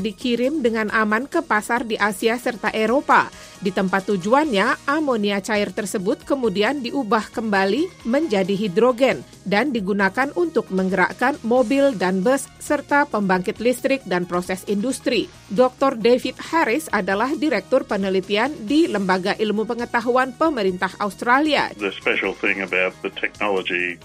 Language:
Indonesian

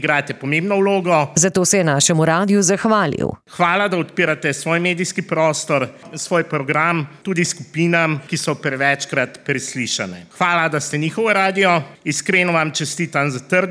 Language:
Slovenian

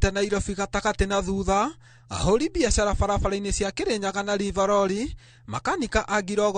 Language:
Kikuyu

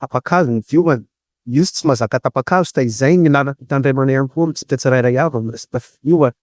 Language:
Malagasy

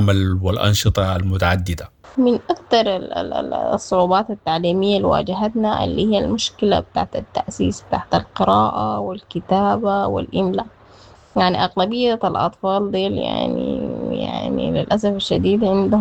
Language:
Sudanese Arabic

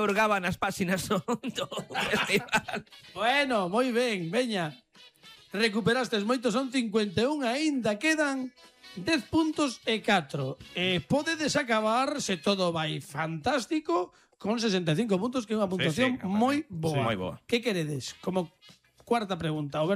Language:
Galician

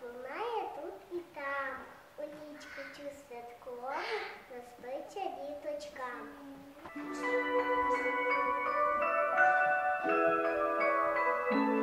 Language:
Ukrainian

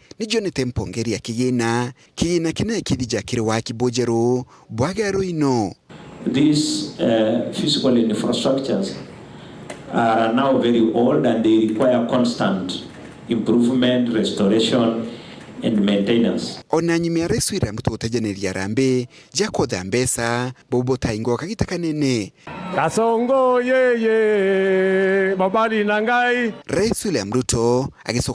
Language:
Meru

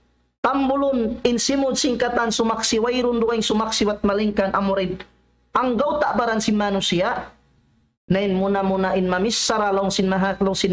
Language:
Tausug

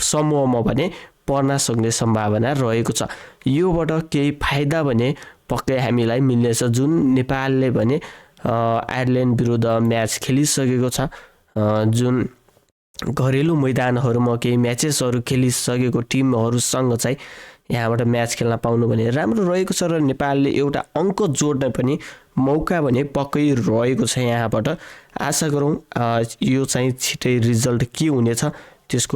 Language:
Nepali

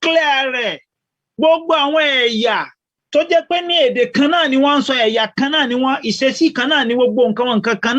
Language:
Yoruba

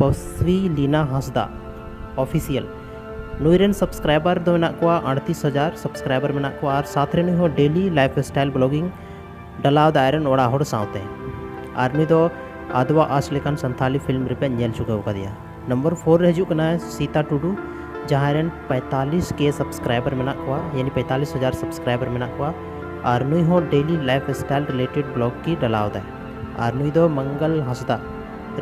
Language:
Santali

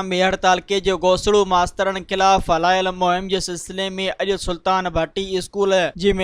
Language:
Sindhi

